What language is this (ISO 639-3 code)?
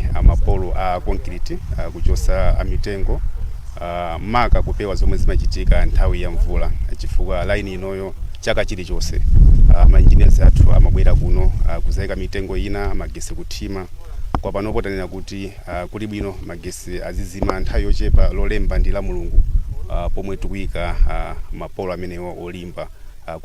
nya